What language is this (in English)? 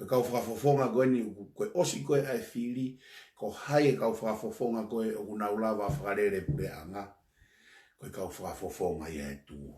Tongan